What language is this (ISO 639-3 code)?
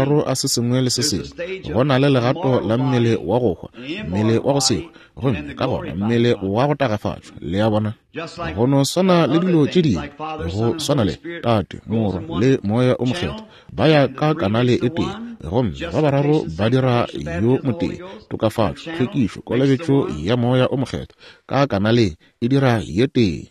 nso